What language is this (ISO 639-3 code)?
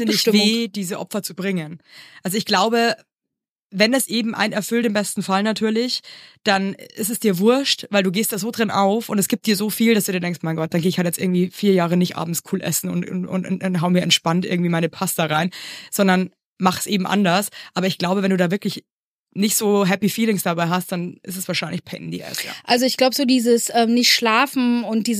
deu